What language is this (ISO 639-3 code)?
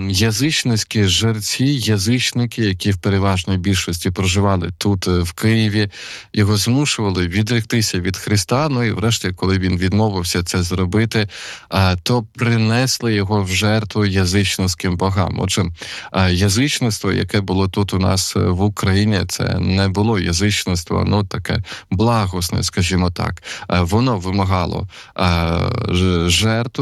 ukr